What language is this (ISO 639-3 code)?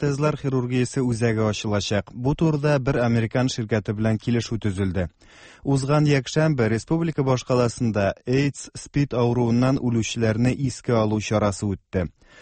tat